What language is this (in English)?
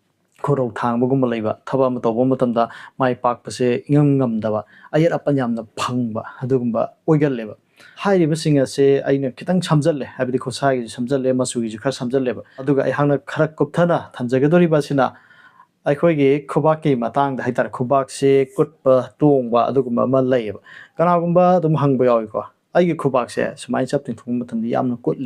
Manipuri